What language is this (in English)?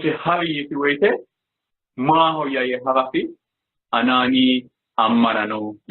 Sidamo